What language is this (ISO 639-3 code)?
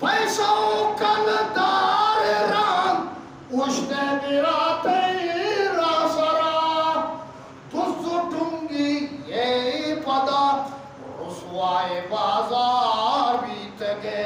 bgp